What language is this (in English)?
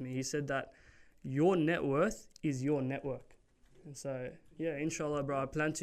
English